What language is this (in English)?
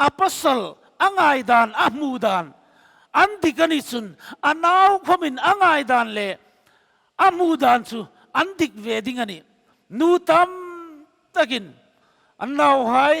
Hmar